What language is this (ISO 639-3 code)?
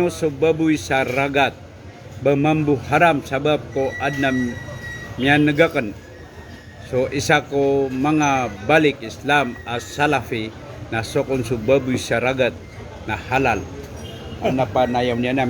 mrw